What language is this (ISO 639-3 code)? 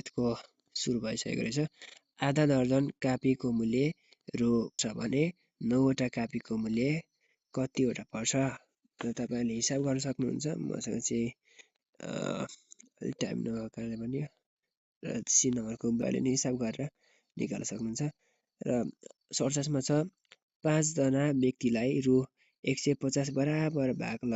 nep